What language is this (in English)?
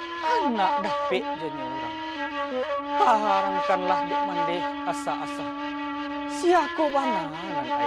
Minangkabau